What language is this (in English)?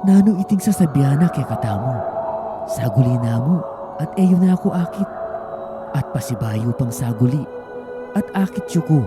Pampanga